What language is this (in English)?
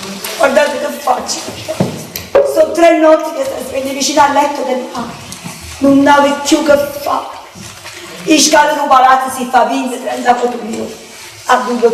Neapolitan